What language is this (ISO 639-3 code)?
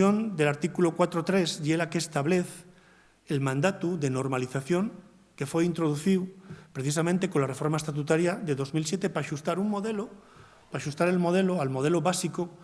ast